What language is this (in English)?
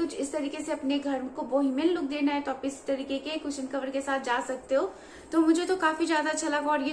Hindi